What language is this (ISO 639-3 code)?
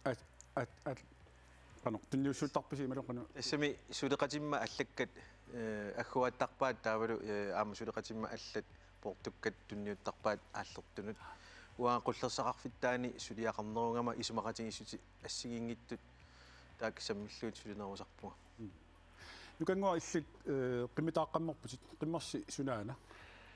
kal